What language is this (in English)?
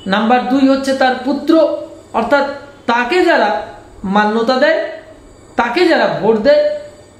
Bangla